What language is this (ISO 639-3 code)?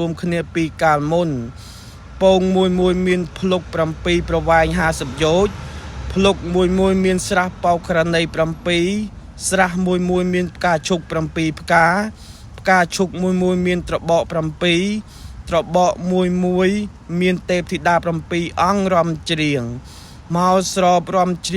khm